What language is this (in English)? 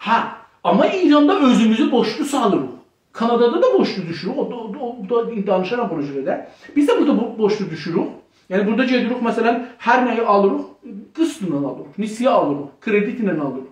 South Azerbaijani